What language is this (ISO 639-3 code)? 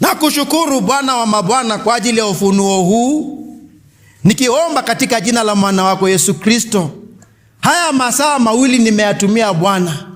kam